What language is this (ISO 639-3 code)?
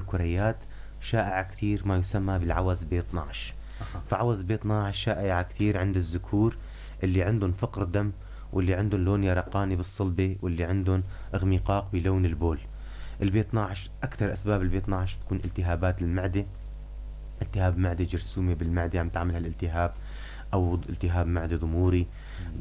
apc